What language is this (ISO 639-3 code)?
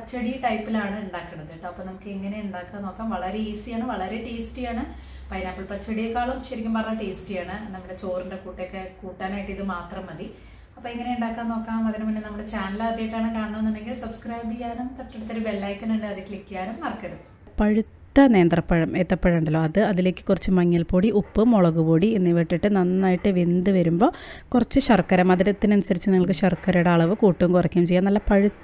mal